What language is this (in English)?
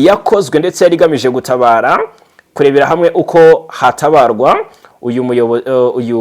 Kinyarwanda